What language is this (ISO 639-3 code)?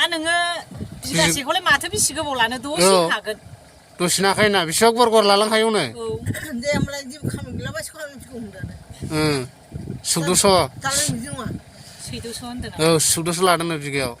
brx